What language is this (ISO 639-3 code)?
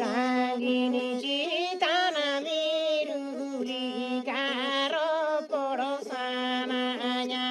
sat